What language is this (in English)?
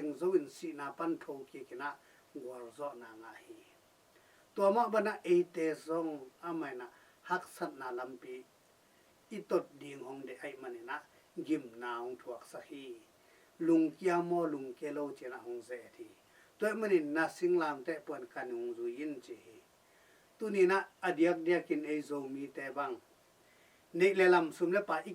Tedim Chin